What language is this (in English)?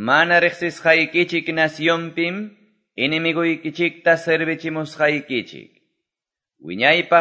Quechua